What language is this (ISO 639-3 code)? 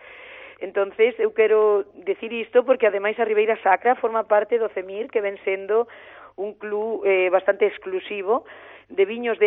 glg